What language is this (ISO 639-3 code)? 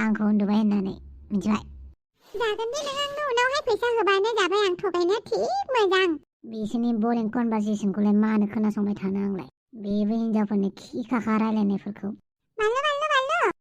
brx